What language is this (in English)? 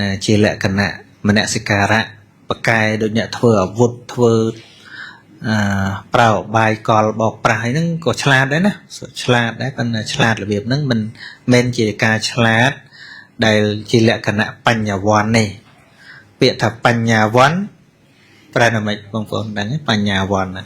Khmer